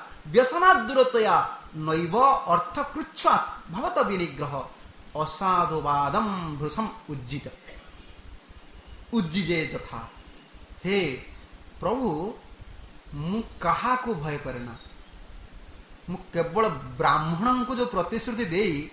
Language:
Odia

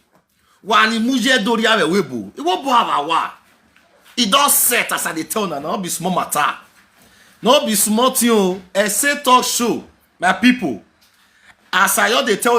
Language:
Nigerian Pidgin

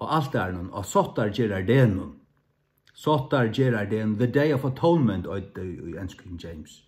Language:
Faroese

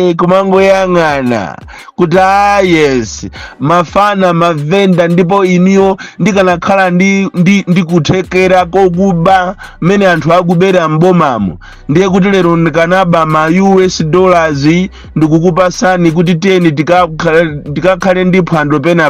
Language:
Nyanja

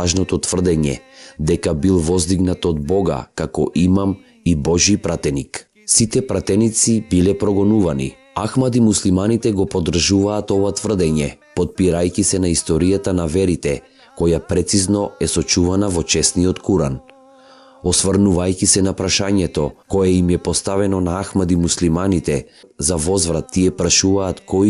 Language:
Macedonian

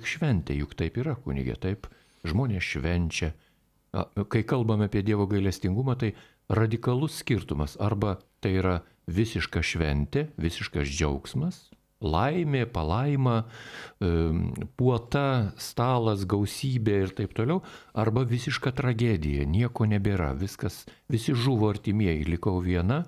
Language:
Lithuanian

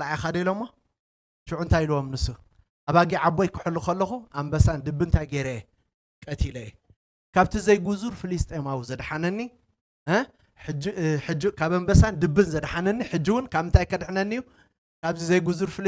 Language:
Tigrinya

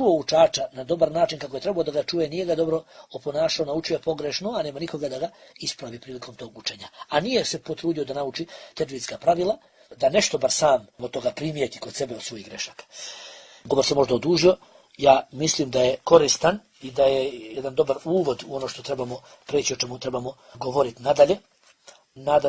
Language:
Bosnian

